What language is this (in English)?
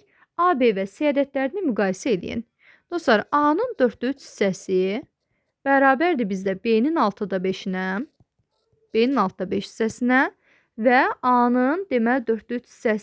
Azerbaijani